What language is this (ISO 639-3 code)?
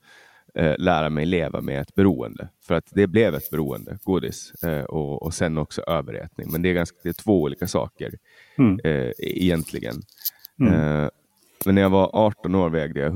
swe